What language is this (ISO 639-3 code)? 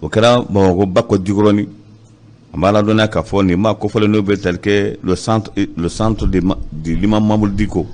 bam